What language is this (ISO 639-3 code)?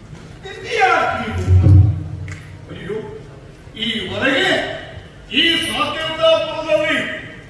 kan